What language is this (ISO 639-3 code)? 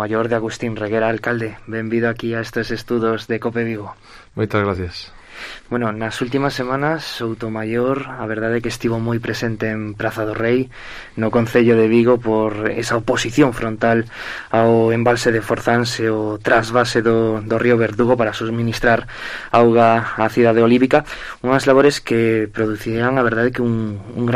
glg